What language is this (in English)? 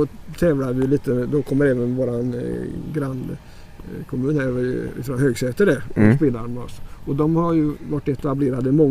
Swedish